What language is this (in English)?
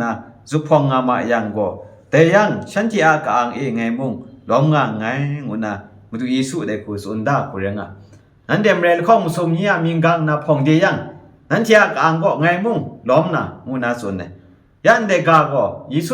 Kachin